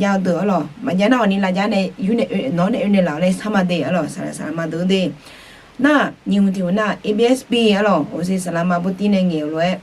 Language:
Akha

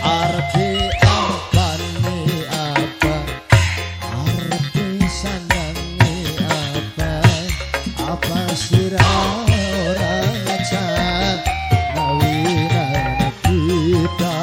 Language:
Sundanese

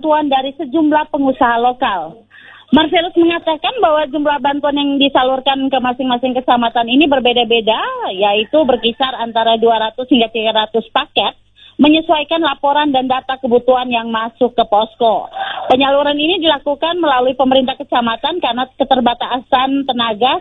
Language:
Indonesian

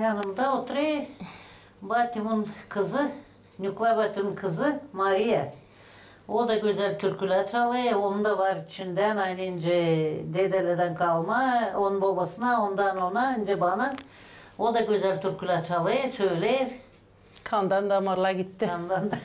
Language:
Gagauz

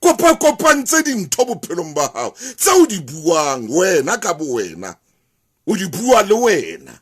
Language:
Southern Sotho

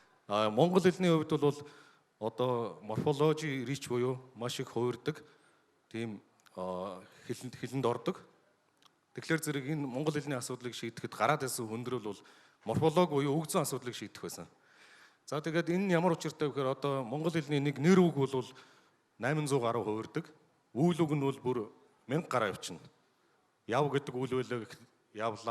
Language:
Mongolian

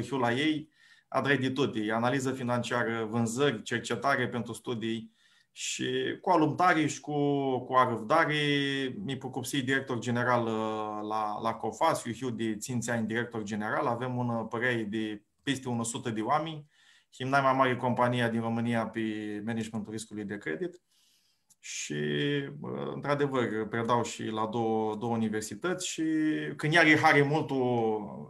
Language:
Aromanian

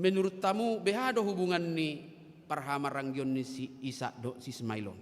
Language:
Batak Toba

